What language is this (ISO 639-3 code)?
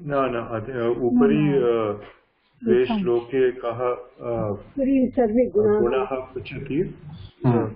san